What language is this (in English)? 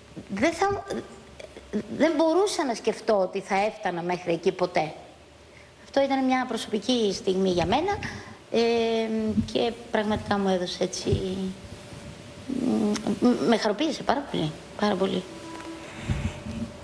Greek